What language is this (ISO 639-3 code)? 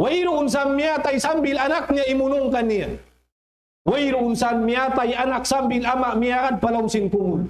tsg